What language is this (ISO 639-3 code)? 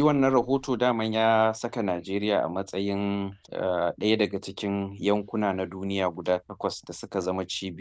hau